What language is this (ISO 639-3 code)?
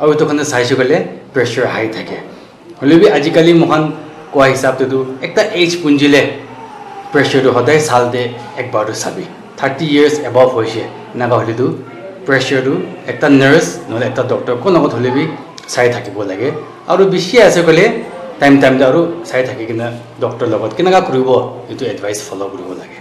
nag